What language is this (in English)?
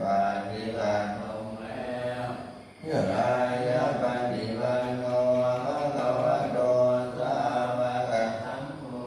Pali